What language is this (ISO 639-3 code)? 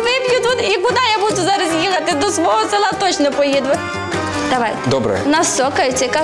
ukr